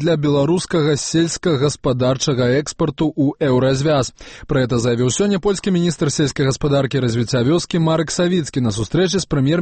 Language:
Belarusian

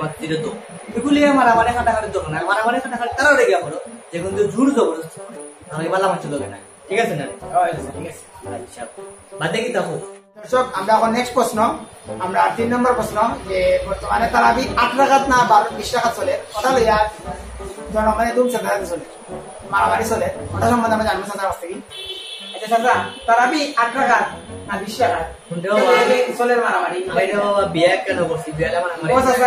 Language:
Sylheti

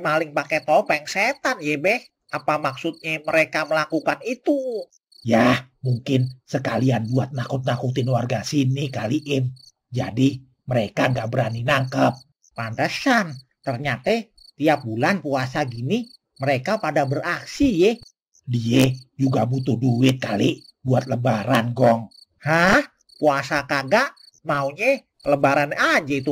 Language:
Betawi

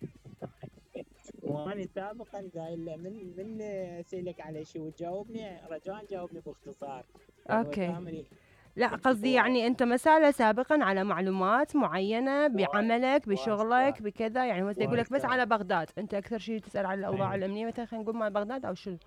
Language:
Mesopotamian Arabic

